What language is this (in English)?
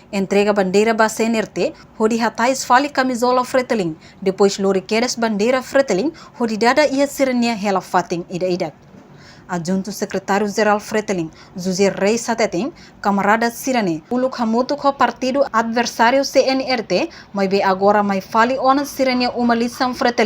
Tetum